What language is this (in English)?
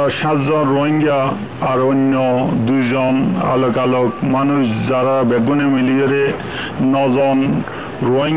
Rohingya